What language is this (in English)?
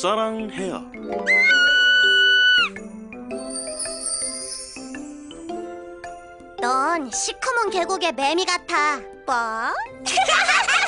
Korean